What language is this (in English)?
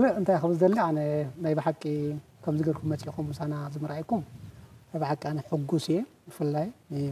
Tigrinya